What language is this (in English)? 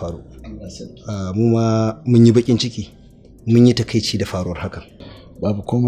Hausa